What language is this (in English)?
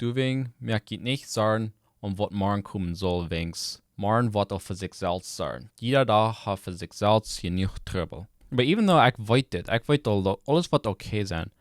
Plautdietsch